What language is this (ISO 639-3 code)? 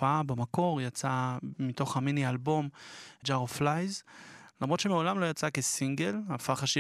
heb